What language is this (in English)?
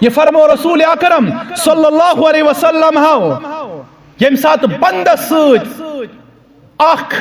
Kashmiri